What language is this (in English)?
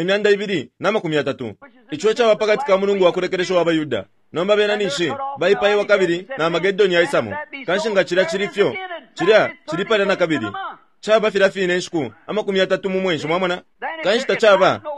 Bemba